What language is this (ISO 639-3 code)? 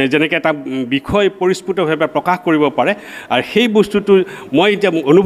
asm